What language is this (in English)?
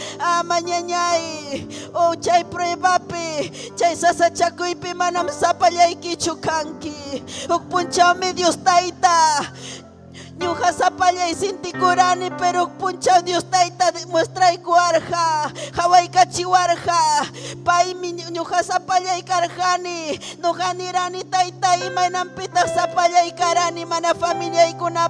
Ayacucho Quechua